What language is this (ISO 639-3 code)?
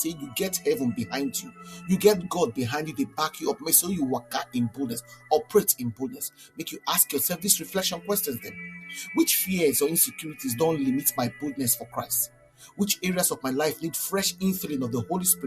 pcm